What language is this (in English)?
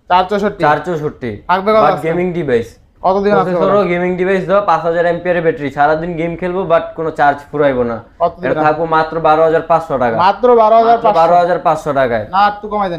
Bangla